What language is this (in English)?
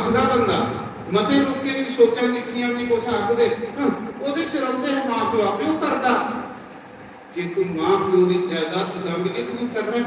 Dogri